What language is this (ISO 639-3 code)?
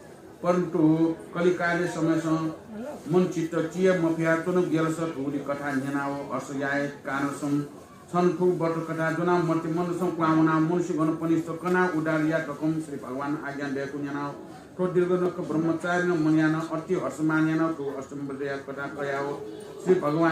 new